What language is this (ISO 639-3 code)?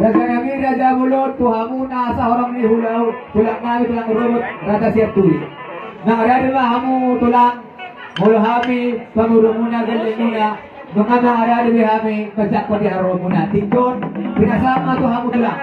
bbc